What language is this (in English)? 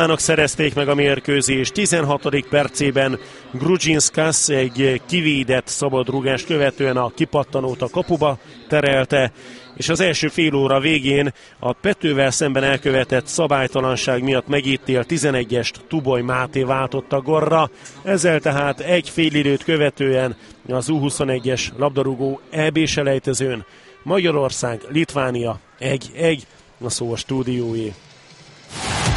Hungarian